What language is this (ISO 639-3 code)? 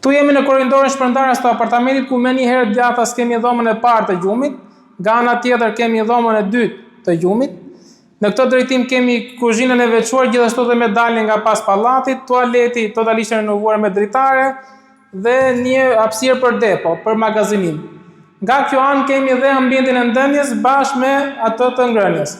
sqi